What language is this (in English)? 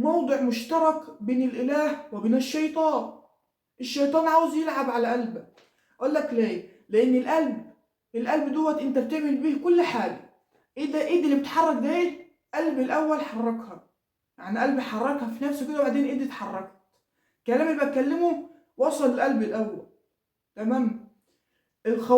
Egyptian Arabic